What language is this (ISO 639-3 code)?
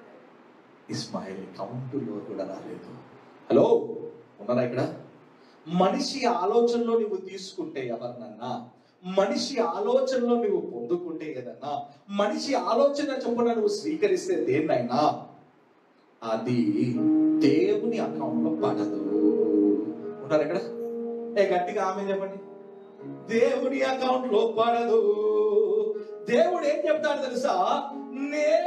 tel